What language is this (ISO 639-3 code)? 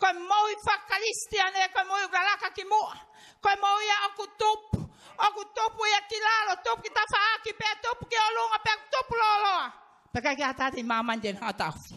ton